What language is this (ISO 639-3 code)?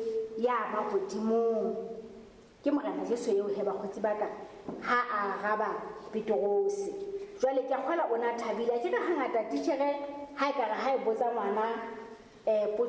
sot